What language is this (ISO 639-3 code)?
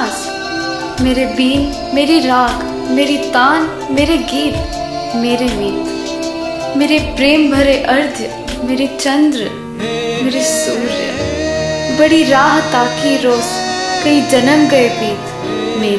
hin